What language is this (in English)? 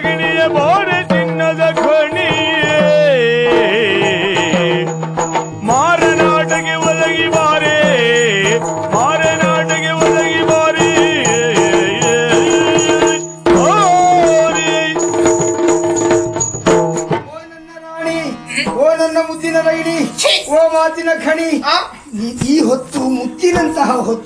Kannada